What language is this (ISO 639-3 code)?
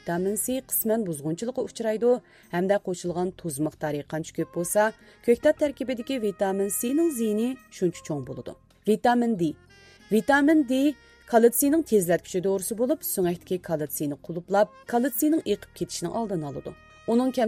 uig